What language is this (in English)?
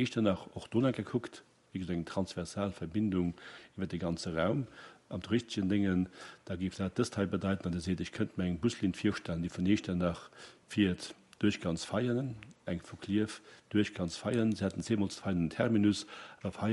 Luxembourgish